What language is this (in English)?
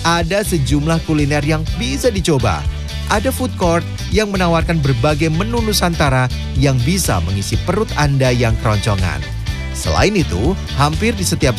Indonesian